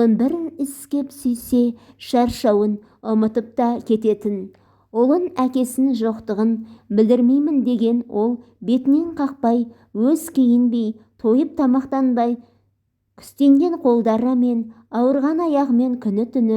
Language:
Kazakh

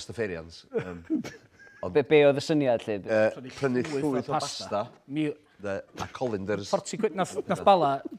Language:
Welsh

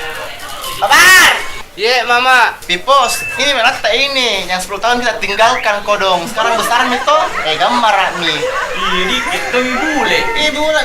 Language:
Makassar Malay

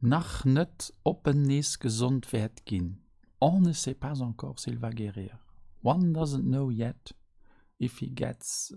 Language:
Luxembourgish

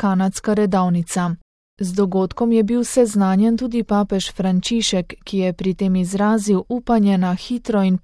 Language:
Slovenian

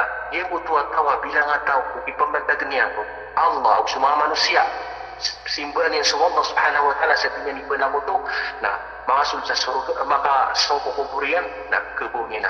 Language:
Maranao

